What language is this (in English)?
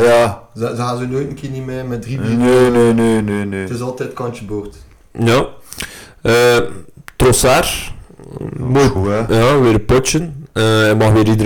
Dutch